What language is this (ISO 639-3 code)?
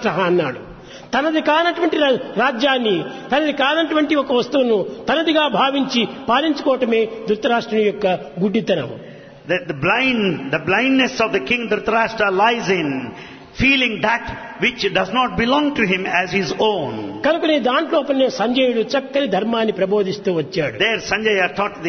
tel